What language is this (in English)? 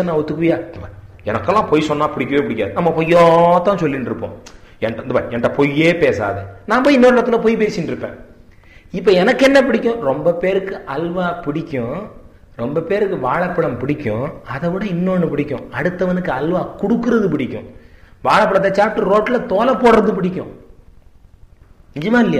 Tamil